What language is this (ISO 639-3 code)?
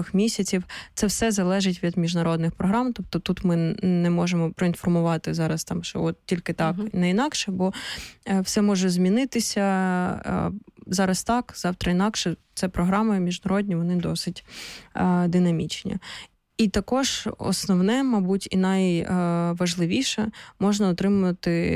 ukr